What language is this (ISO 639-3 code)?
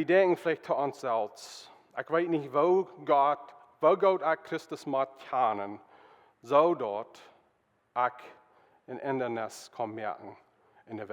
pdt